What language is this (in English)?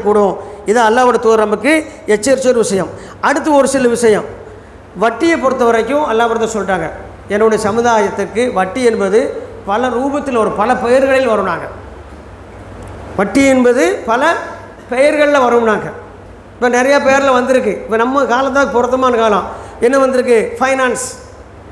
Tamil